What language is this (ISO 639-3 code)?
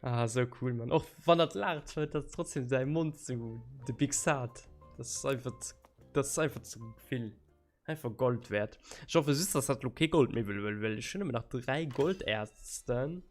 ltz